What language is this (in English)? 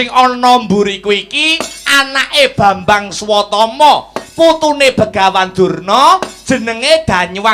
Javanese